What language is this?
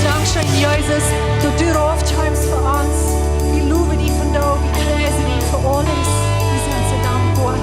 Plautdietsch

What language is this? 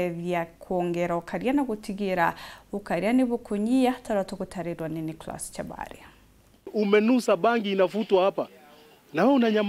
Meru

